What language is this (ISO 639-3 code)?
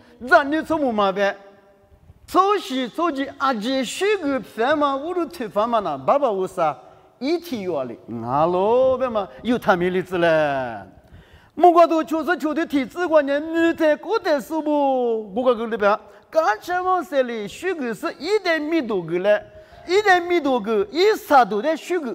lis